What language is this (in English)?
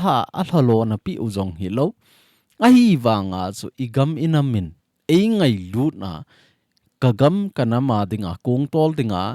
Thado Chin